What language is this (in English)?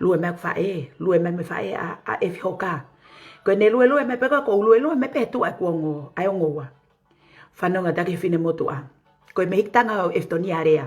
Tongan